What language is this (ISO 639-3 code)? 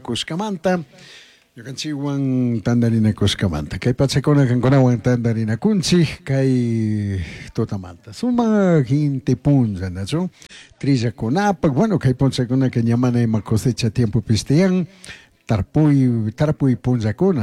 qug